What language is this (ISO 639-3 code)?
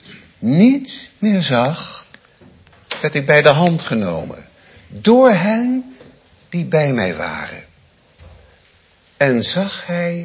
nld